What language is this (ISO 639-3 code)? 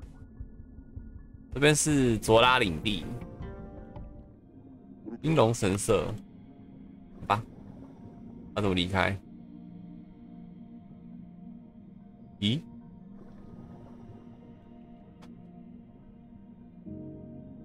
zho